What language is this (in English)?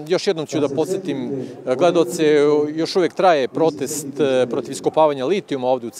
Serbian